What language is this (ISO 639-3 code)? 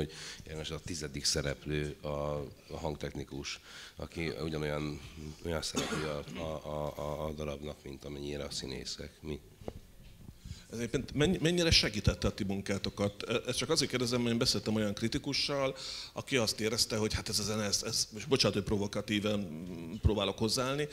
hun